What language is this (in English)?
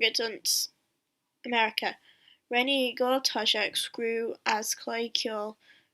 Manx